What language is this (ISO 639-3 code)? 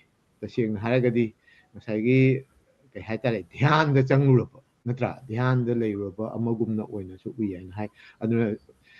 mni